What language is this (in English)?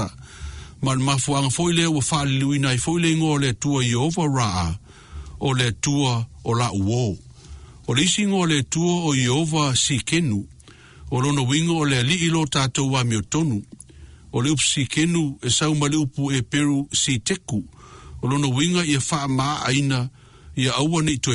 Samoan